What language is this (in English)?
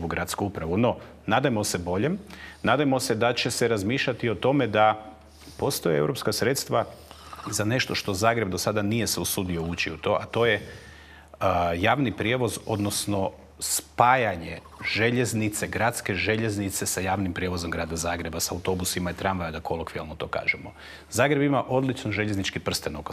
Croatian